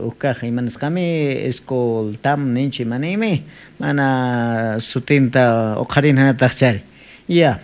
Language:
South Bolivian Quechua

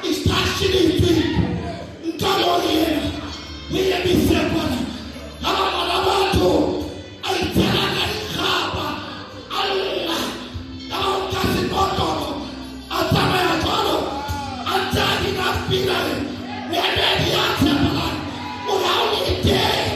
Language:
Southern Sotho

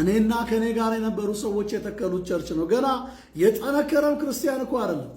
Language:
Amharic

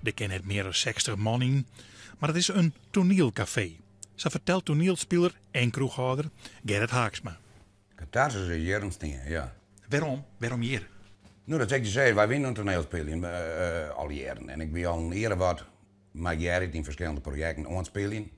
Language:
Western Frisian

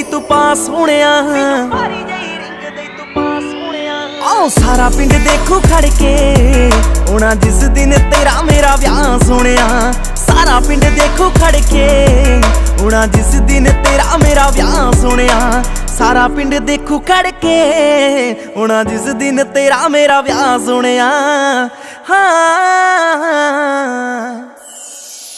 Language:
Punjabi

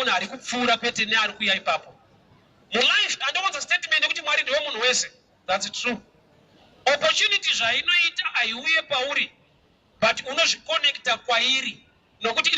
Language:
Shona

